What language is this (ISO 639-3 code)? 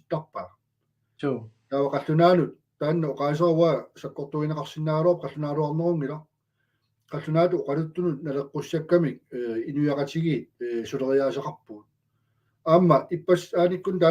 kal